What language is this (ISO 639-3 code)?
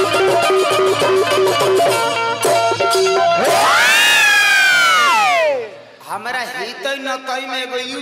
bho